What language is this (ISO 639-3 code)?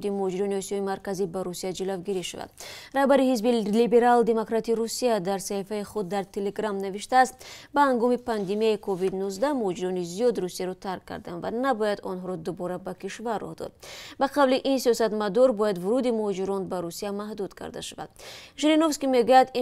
tgk